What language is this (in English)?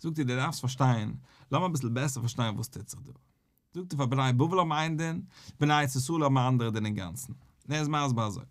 Yiddish